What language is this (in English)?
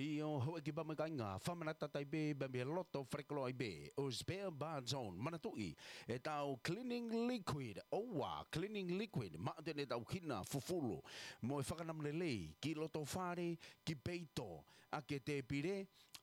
Tongan